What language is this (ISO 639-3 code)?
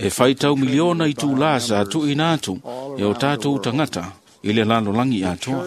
smo